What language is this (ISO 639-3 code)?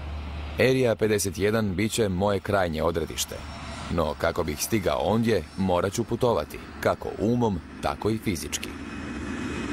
hrv